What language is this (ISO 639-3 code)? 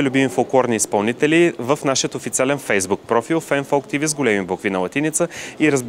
bul